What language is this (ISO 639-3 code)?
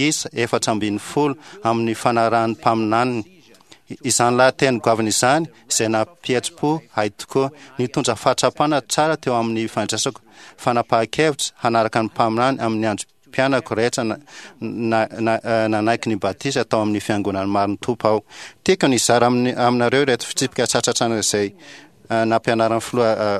mlg